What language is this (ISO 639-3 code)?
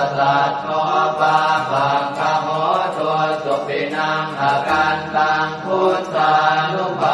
pli